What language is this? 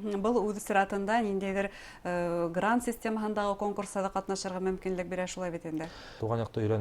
Bashkir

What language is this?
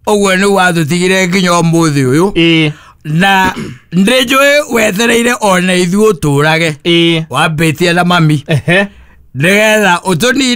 Kikuyu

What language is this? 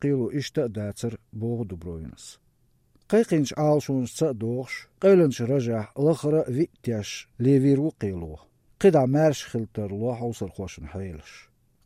Azerbaijani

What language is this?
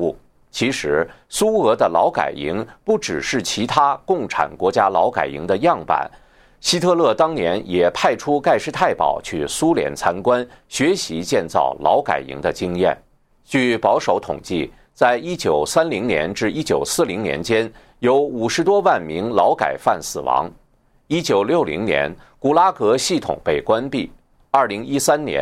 Chinese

